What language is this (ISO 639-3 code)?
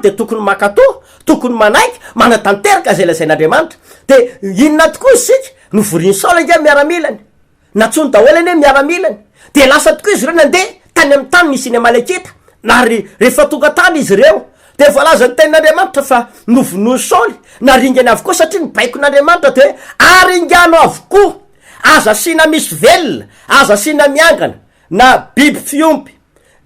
mlg